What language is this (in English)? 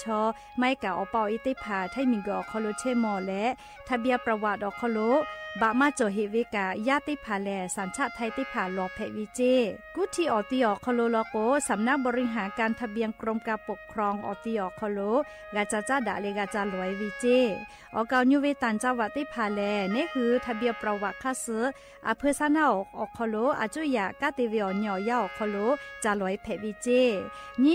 Lahu